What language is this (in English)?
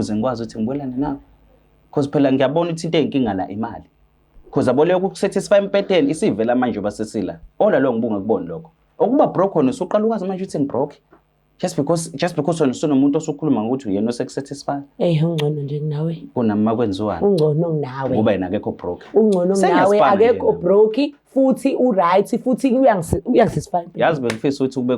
Zulu